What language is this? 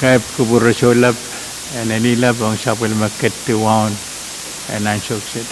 Pohnpeian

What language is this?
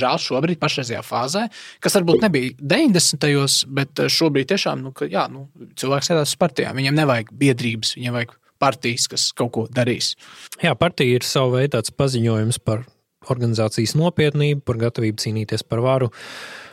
Latvian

